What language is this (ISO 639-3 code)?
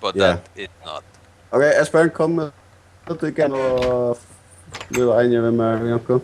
fao